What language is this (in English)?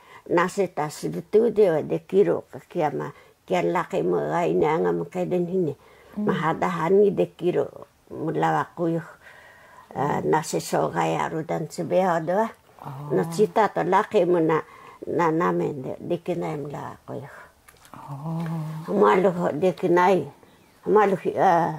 Taroko